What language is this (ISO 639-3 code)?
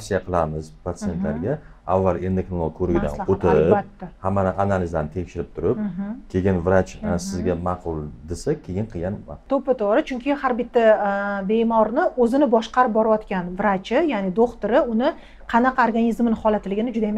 uzb